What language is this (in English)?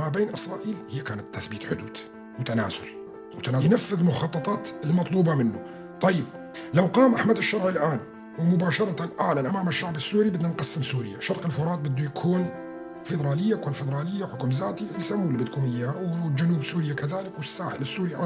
North Levantine Arabic